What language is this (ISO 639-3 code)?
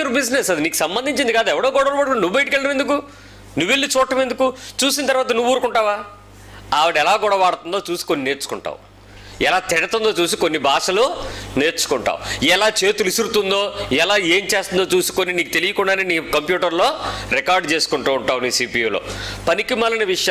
tel